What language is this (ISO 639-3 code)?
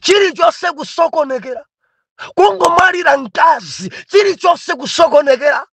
nya